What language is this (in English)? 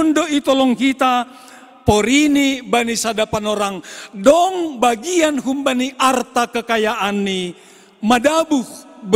Batak Simalungun